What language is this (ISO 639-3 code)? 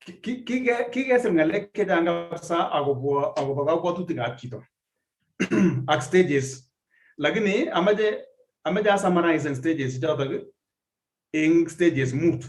kln